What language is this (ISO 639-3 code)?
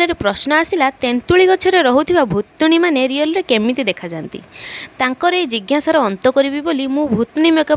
ori